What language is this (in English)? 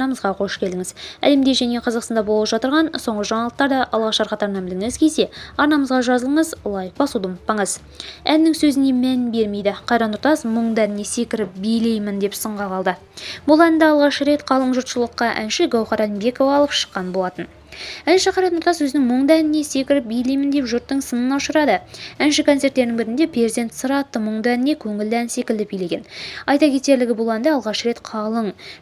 Kazakh